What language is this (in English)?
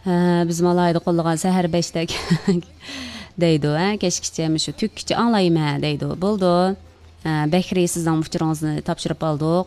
Uyghur